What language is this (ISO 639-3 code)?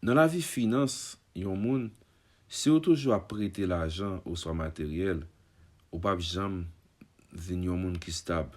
hat